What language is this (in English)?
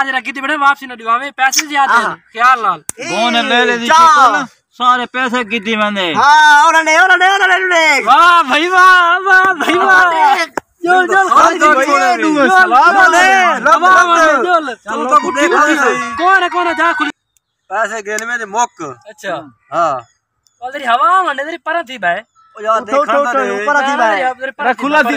Saraiki